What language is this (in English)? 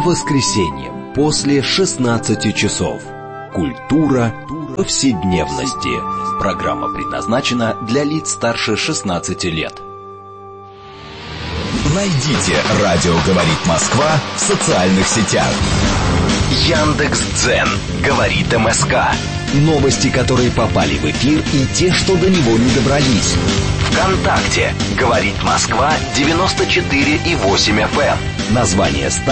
Russian